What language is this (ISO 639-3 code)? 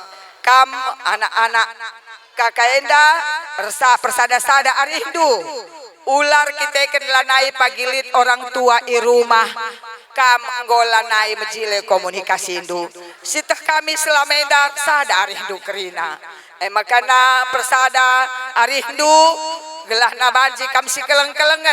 btx